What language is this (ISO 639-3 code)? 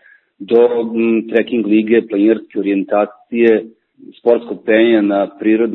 srp